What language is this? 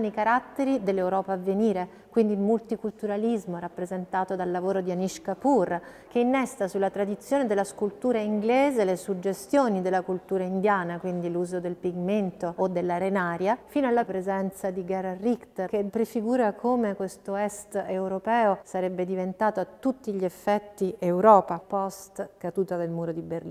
Italian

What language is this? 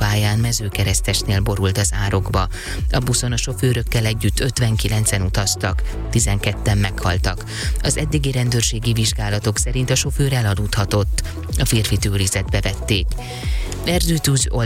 Hungarian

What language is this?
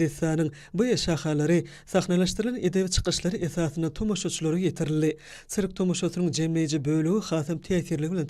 Turkmen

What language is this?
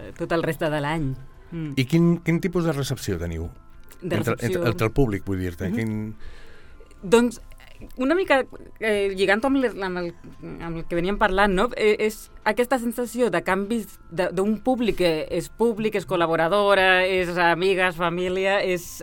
Catalan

